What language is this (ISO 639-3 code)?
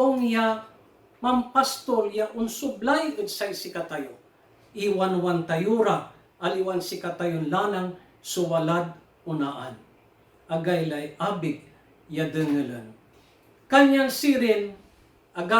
pag